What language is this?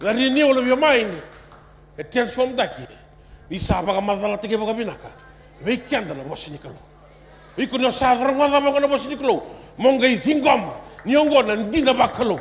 Fijian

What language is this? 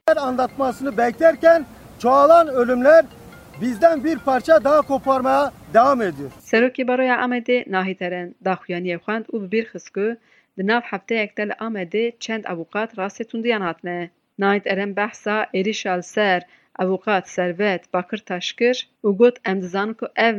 Kurdish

